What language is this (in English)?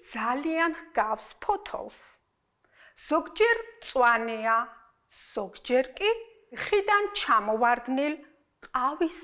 Georgian